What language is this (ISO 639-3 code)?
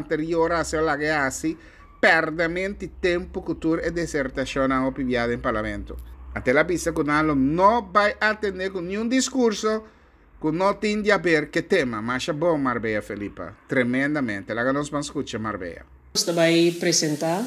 pap